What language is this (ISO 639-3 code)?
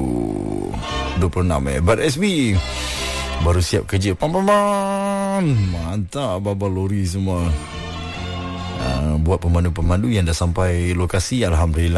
msa